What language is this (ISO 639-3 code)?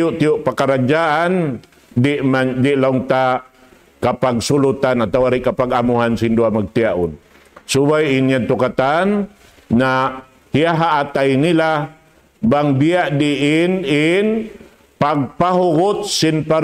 tsg